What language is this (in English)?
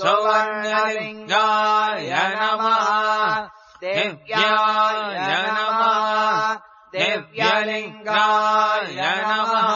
Sanskrit